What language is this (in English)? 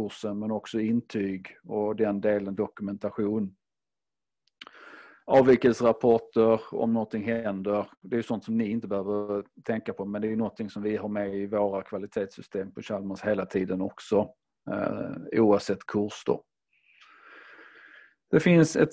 Swedish